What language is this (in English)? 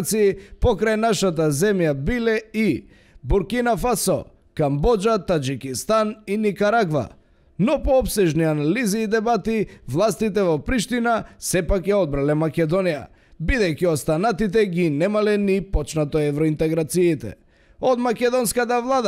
Macedonian